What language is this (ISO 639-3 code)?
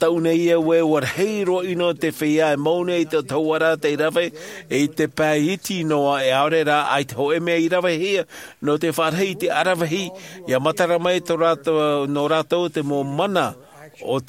tah